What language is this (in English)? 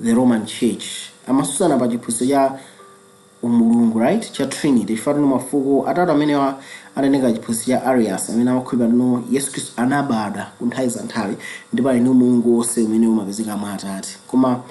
Nyanja